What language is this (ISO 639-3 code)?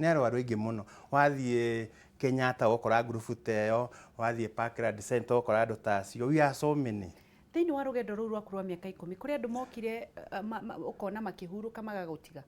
kik